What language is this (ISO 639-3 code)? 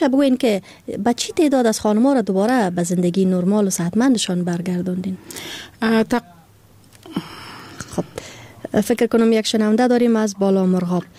fas